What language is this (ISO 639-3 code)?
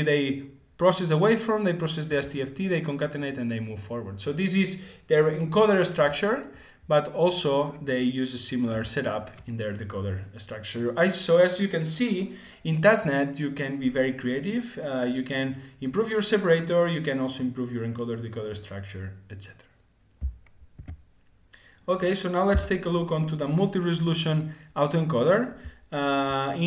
eng